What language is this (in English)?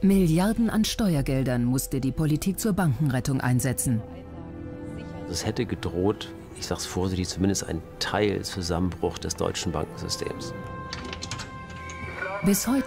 German